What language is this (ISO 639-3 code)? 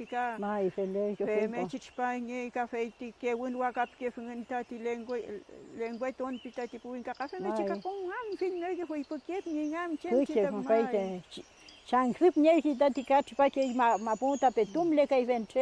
arn